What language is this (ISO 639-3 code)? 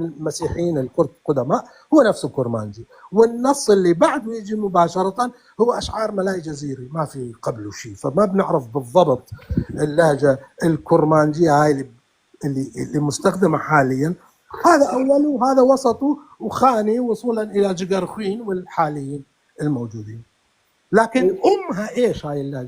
apc